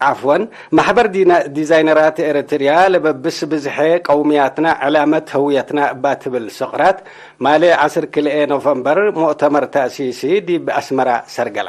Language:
Tigre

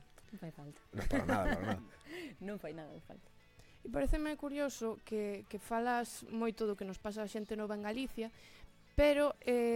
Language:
Galician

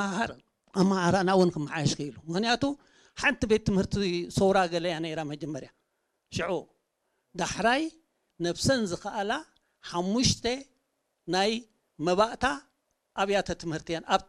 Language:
Tigrinya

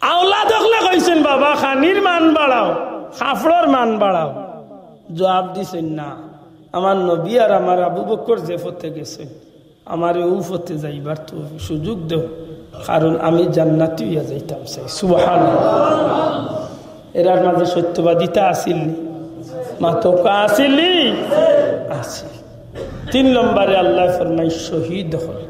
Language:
Sylheti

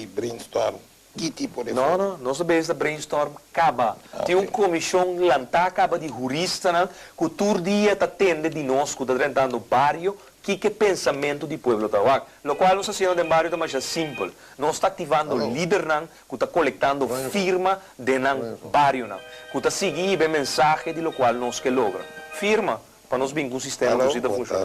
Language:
Papiamento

